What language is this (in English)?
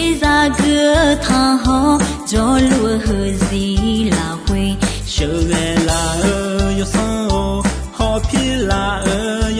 Akha